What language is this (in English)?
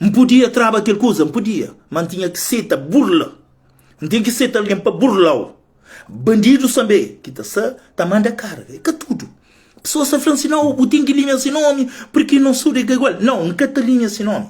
Kabuverdianu